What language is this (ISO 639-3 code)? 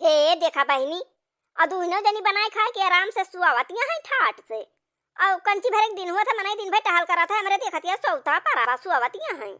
awa